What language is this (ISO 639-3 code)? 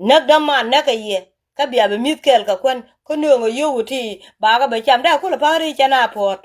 nus